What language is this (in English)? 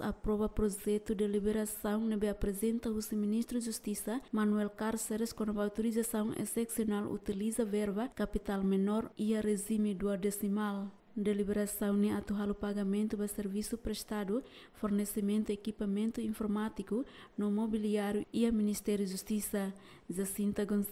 Tetum